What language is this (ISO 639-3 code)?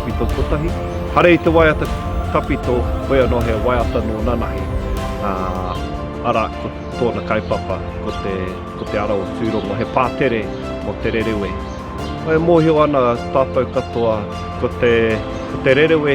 mri